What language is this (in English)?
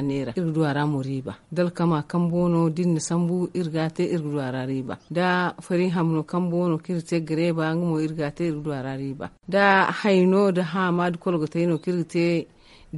Zarma